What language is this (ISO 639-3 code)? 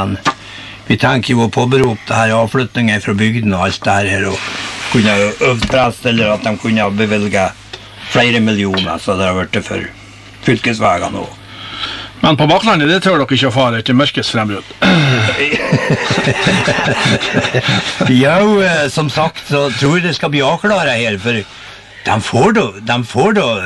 nor